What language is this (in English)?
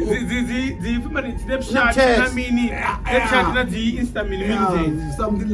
Venda